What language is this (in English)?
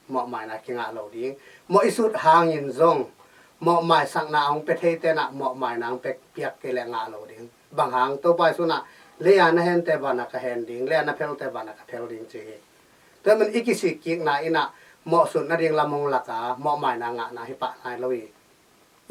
Tedim Chin